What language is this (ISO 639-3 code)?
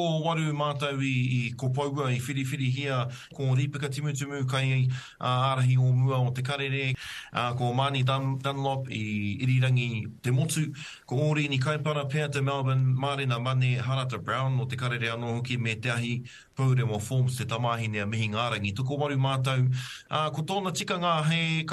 mri